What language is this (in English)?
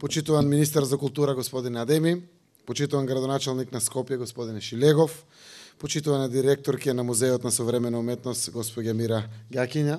Macedonian